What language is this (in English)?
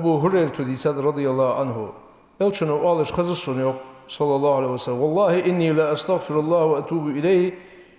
Ingush